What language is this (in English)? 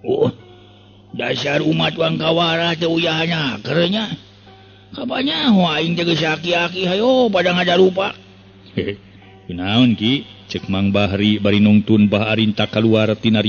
Sundanese